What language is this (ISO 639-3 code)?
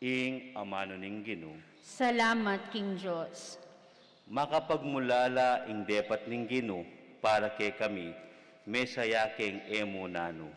pam